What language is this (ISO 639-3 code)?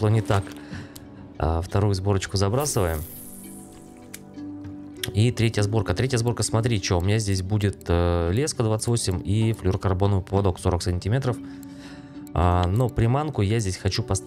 rus